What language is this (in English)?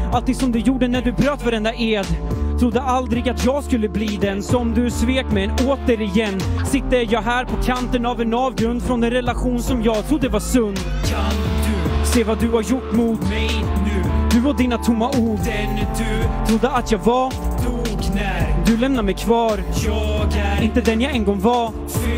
Swedish